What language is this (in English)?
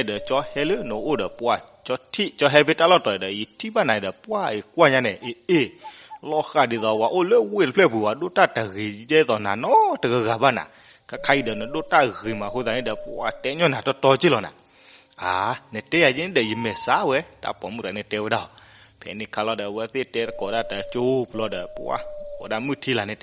S'gaw Karen